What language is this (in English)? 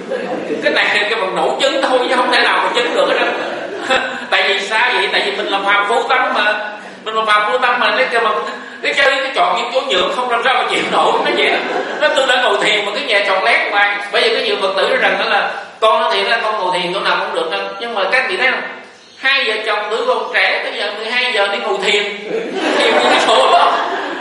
Vietnamese